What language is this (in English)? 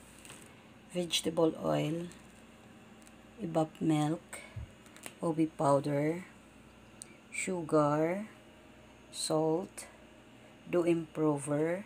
Filipino